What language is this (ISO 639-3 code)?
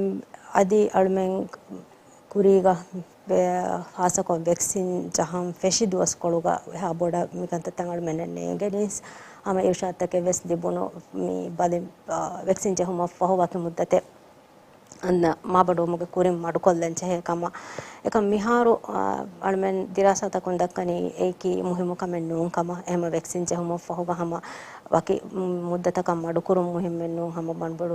div